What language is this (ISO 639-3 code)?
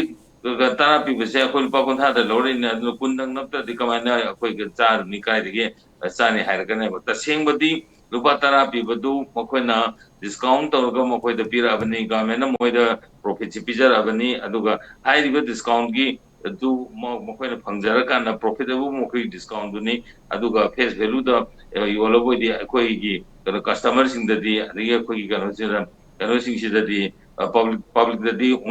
mni